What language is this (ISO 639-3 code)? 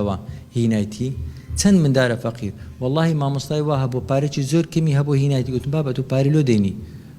ckb